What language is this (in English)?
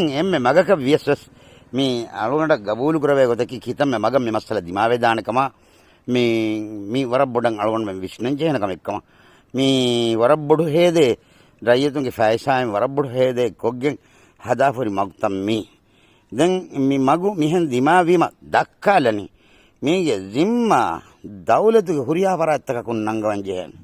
Divehi